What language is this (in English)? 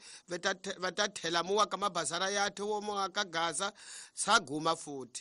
Tsonga